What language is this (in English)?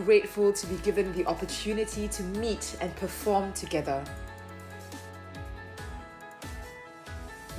English